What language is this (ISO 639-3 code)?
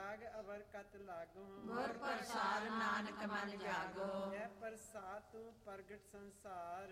pan